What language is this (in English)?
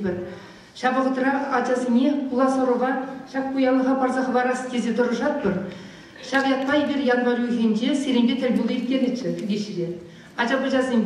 Chuvash